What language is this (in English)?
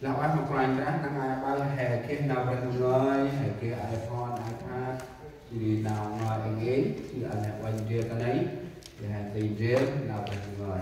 Central Mnong